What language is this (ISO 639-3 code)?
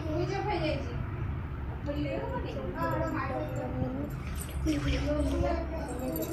ori